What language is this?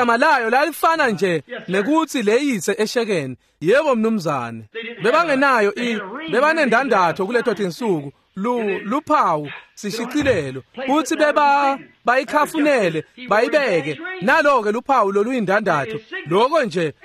Swati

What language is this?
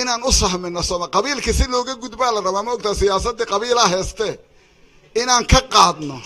Somali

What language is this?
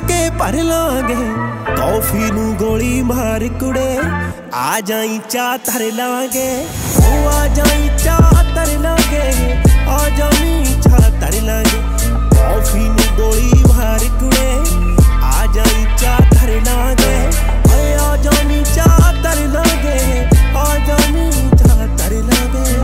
Punjabi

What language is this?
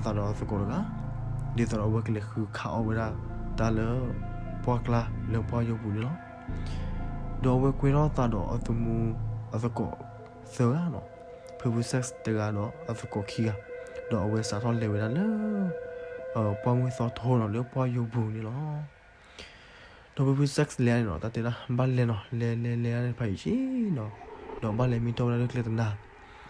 S'gaw Karen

